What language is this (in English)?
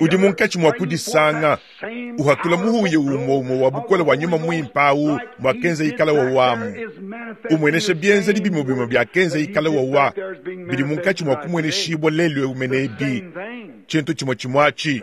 Luba-Lulua